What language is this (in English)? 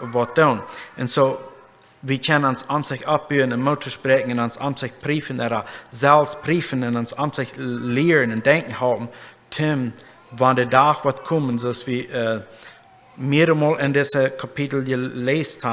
Plautdietsch